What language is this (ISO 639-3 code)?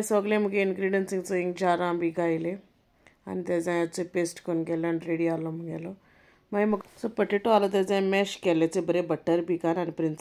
kok